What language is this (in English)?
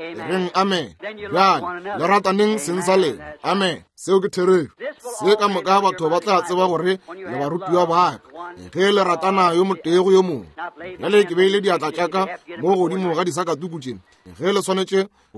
Northern Sotho